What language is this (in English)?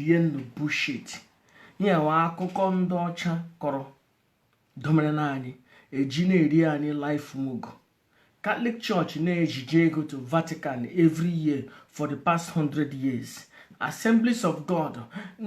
Igbo